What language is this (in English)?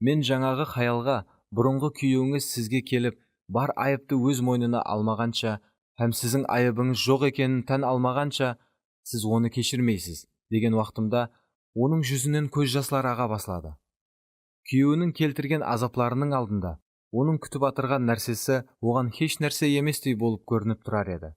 Kara-Kalpak